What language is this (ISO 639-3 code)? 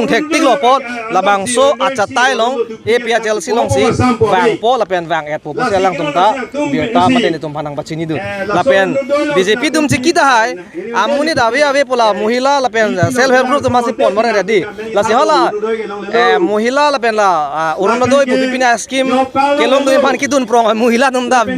mjw